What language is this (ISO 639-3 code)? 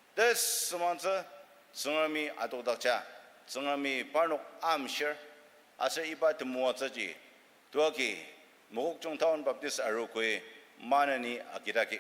njo